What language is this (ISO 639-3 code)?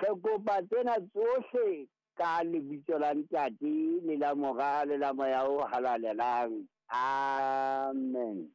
sot